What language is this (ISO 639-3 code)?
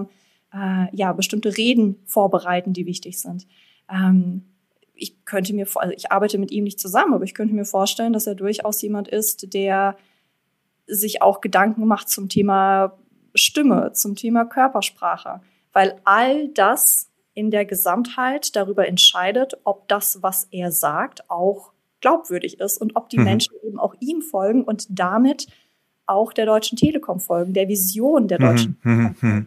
deu